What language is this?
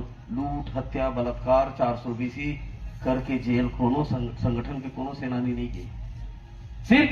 Chhattisgarhi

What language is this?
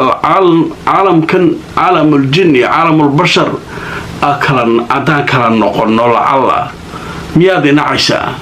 Somali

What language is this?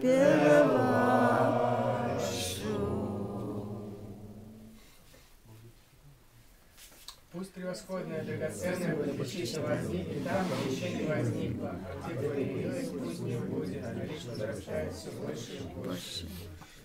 Russian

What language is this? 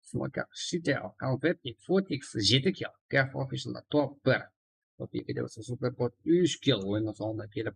Kara-Kalpak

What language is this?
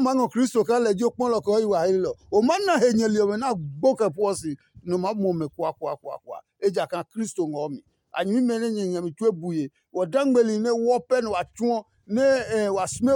Adangme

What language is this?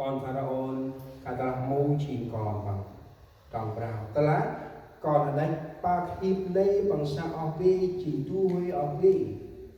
Central Mnong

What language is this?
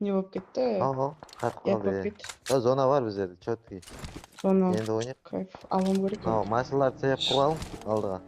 Kara-Kalpak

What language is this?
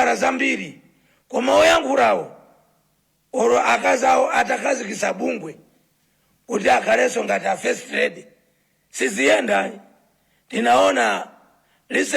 Nyanja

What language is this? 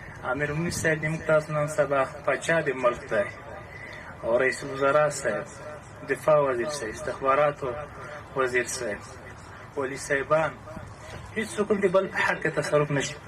Pashto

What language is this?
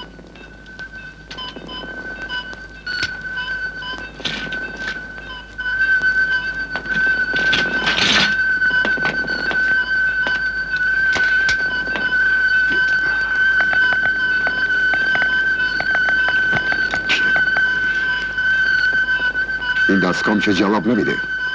Persian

